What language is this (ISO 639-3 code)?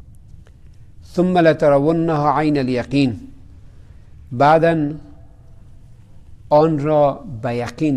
fas